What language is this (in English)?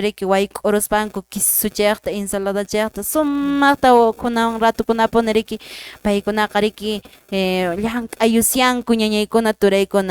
Quechua